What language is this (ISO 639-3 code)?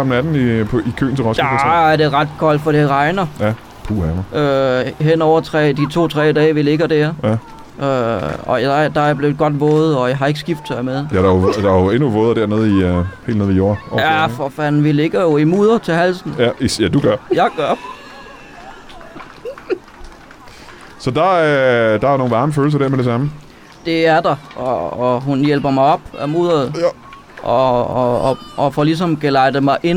dan